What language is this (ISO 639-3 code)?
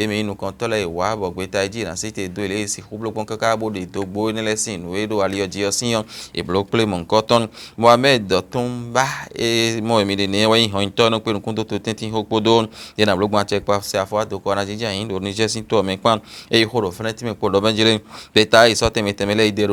fon